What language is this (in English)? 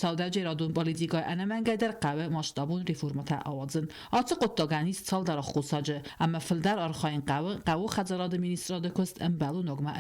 Ossetic